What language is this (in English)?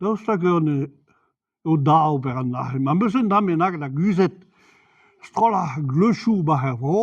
Breton